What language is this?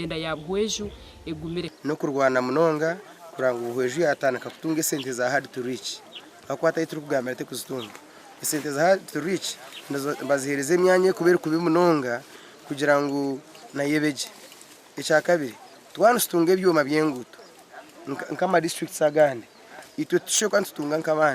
Nyankole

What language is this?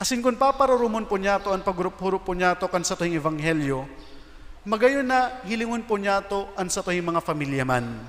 Bikol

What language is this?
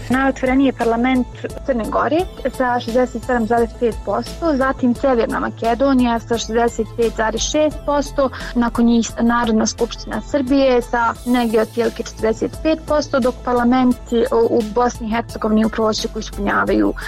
Bosnian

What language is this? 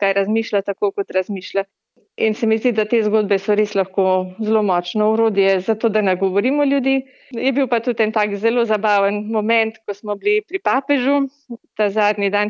Slovenian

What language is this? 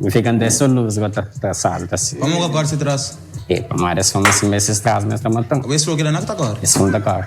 Kabuverdianu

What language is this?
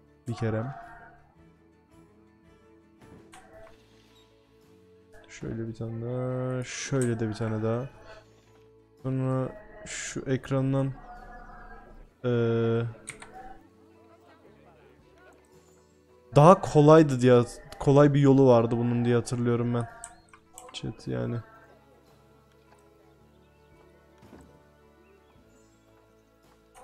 Turkish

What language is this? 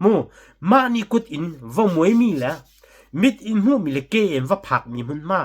Hakha Chin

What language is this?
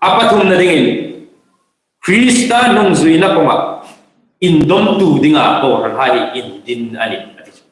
Hmar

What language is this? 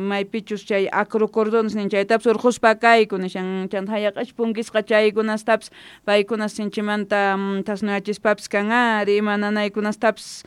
Quechua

